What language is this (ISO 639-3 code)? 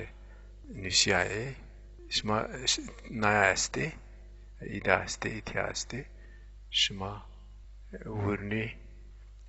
zza